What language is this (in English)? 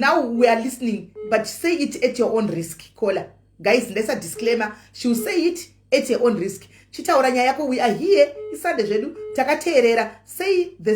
Shona